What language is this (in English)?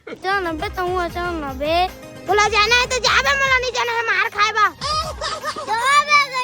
Chhattisgarhi